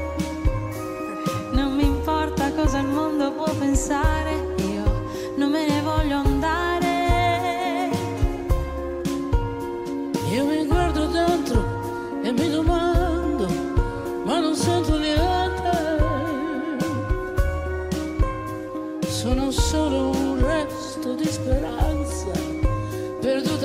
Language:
Italian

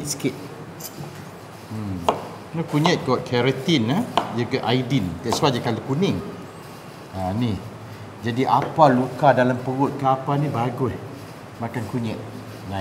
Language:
Malay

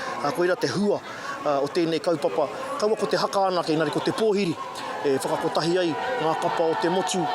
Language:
Māori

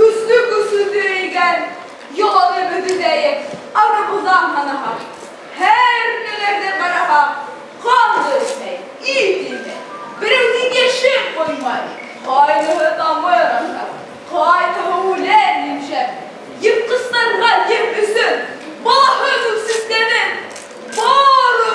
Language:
Bashkir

